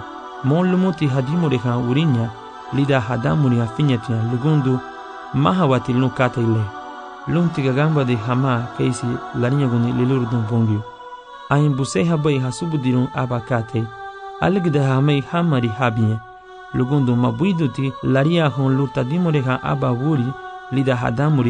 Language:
Garifuna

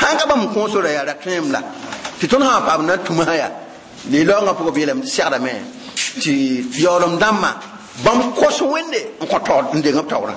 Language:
Mossi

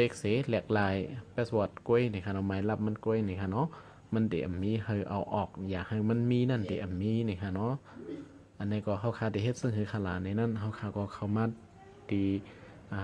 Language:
Shan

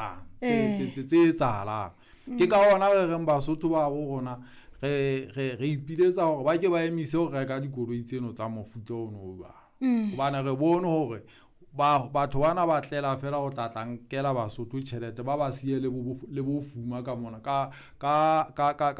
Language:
Southern Sotho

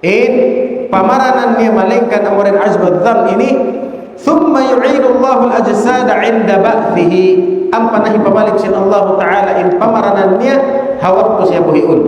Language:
Tausug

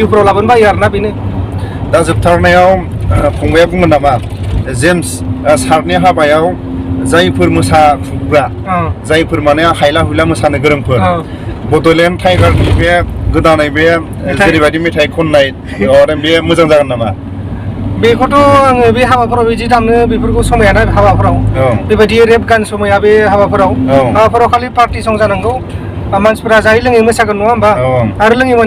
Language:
Bodo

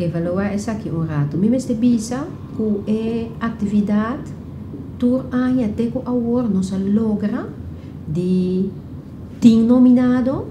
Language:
Papiamento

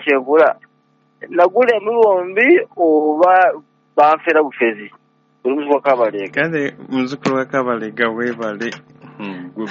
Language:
Ganda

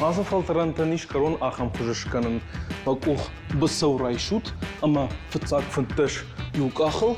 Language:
Ossetic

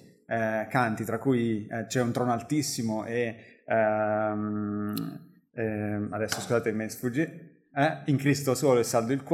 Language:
Italian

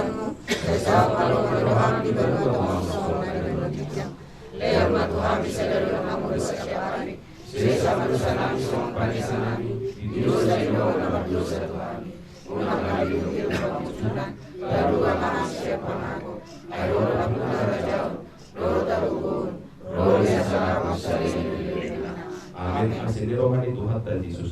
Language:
Batak Toba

